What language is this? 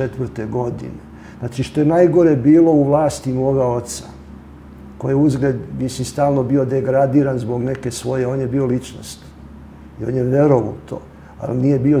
Serbian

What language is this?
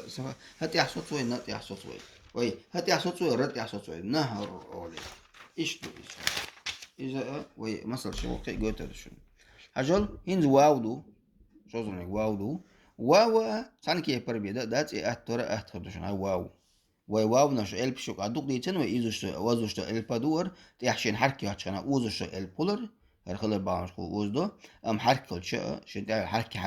Chechen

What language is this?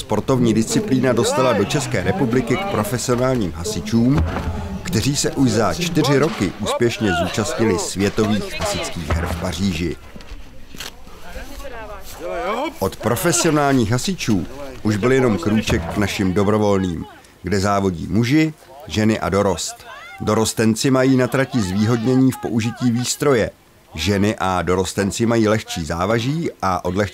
Czech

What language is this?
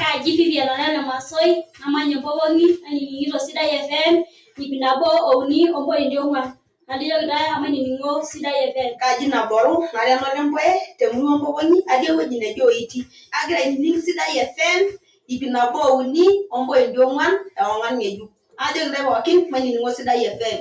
Masai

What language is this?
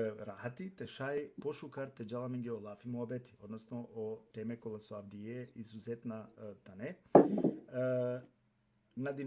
Balkan Romani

